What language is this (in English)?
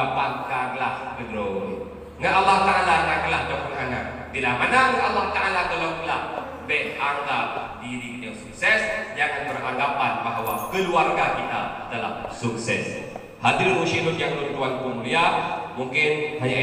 Achinese